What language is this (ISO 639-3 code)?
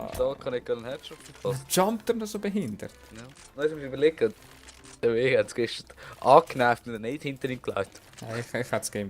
gsw